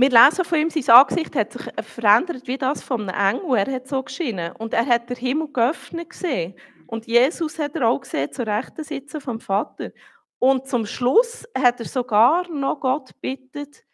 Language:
Swiss German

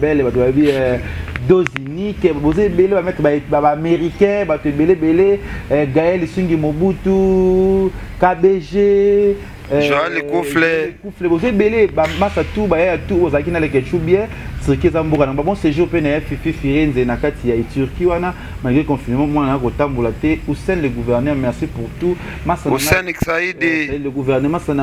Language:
Lingala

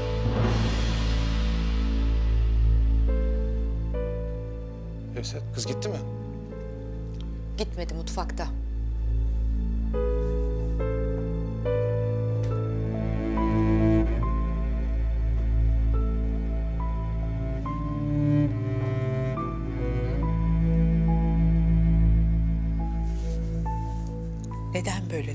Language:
Turkish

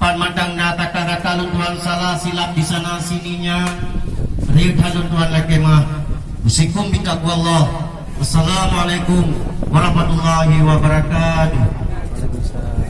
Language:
Achinese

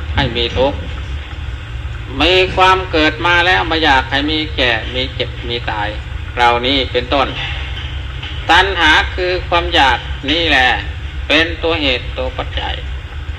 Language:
Thai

